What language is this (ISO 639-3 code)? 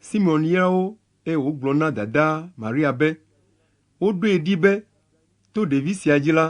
ewe